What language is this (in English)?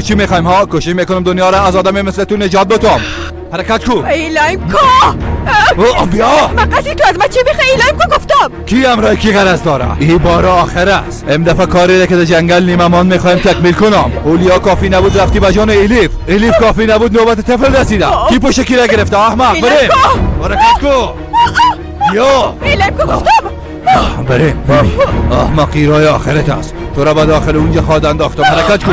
Persian